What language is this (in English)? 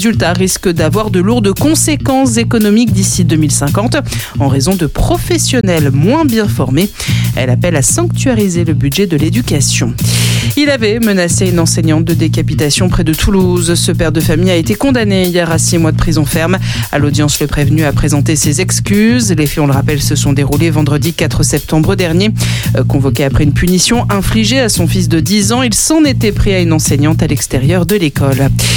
French